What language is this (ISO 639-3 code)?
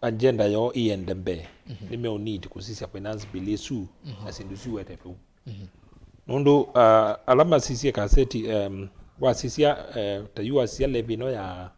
kam